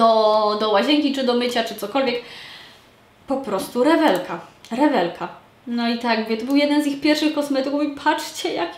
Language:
Polish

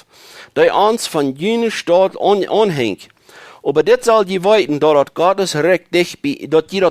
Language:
Plautdietsch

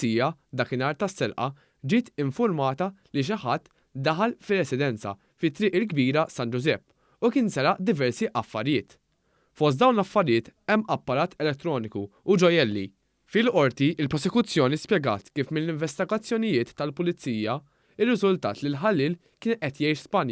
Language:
Maltese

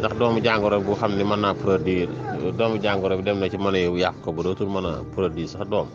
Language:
Wolof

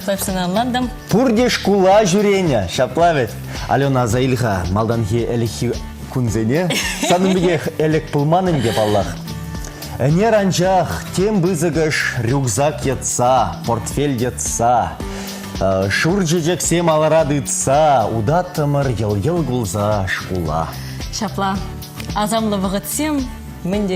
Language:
Chuvash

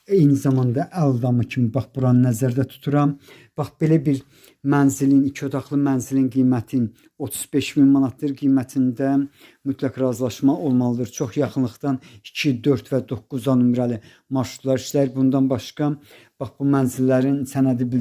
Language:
Azerbaijani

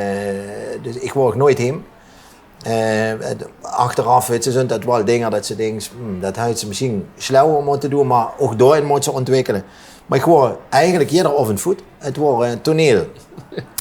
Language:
Limburgish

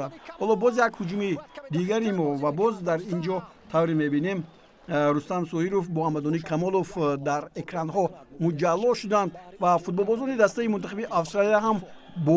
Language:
Tajik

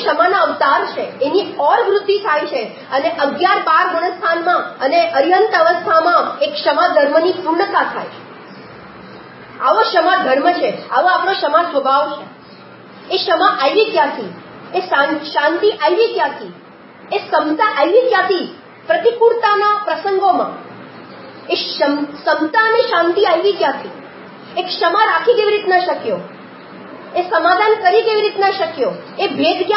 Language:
Gujarati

